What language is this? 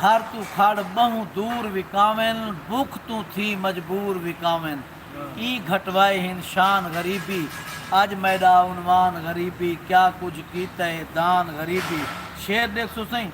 Saraiki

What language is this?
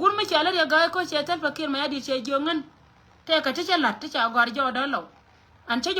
Nuer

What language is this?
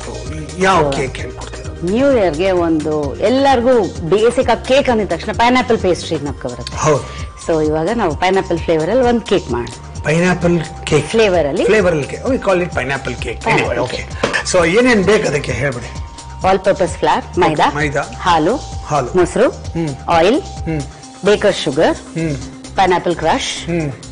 Kannada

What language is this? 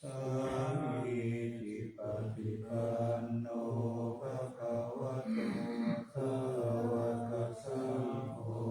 Pali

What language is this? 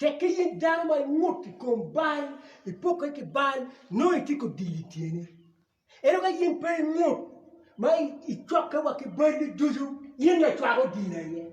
Acoli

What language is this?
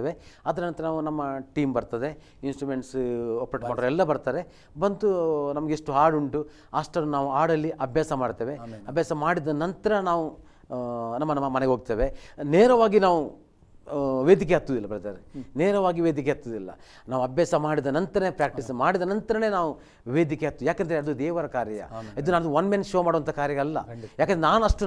Kannada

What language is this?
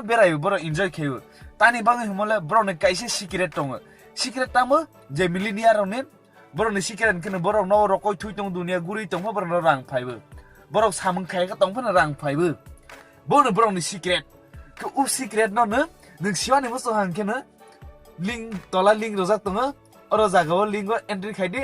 Kok Borok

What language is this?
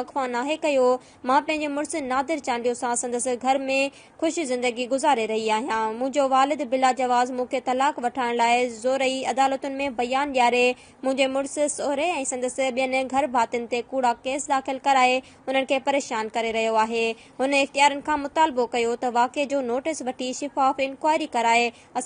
Sindhi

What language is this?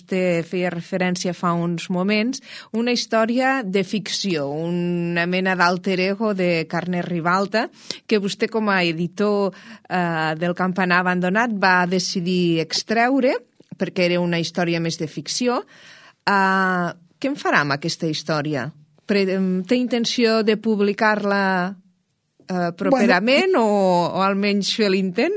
Catalan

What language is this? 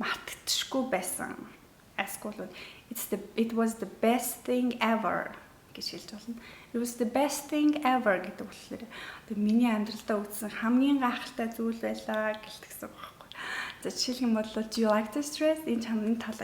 Mongolian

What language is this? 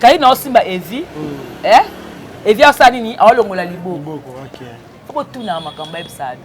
Lingala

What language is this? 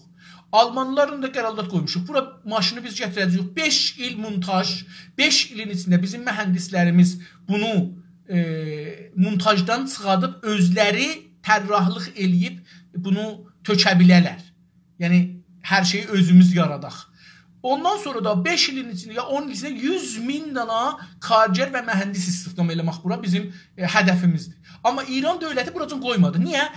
South Azerbaijani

